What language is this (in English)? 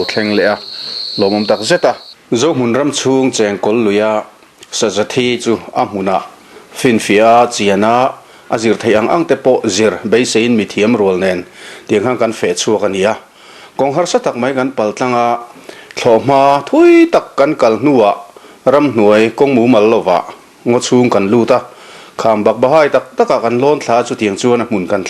Mizo